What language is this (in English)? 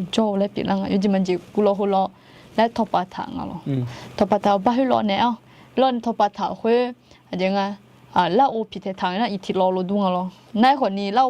Akha